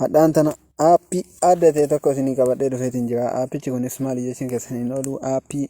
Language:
Oromo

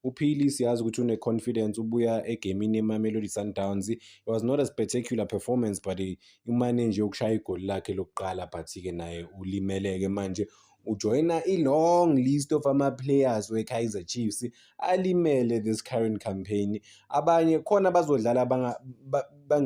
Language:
Zulu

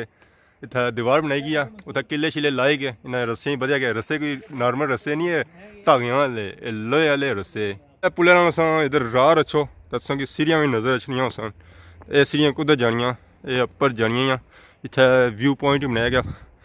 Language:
Pahari-Potwari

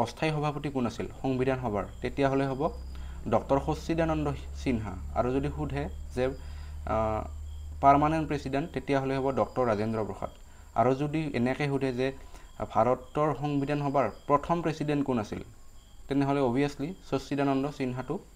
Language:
Assamese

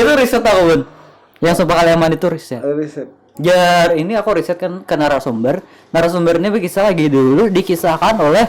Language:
Banjar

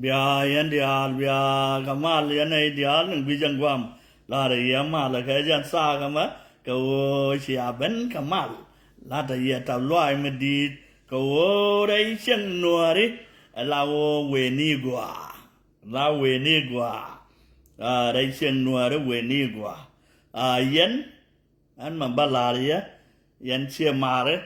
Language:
Nuer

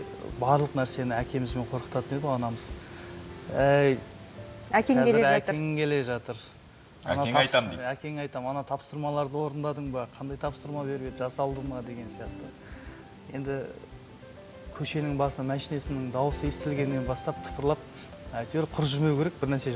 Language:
Kazakh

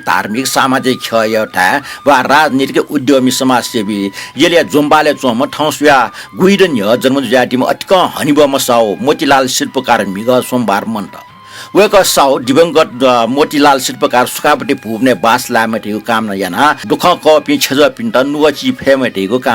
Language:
Newari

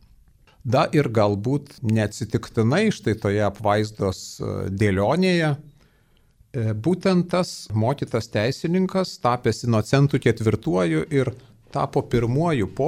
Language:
Lithuanian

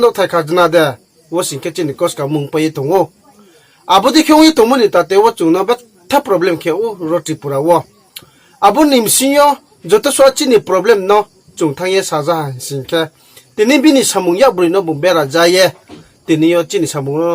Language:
Riang (India)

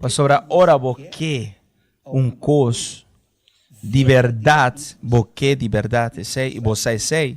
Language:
Papiamento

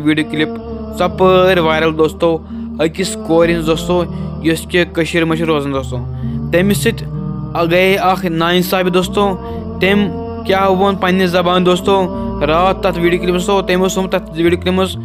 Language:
Kashmiri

